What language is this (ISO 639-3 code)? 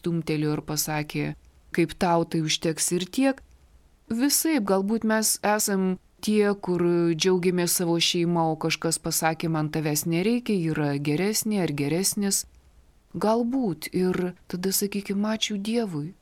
lit